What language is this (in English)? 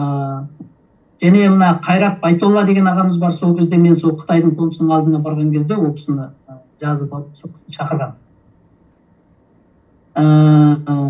Kazakh